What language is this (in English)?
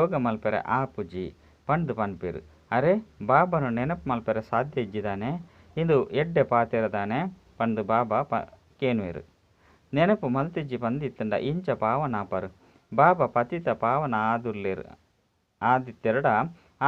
Tulu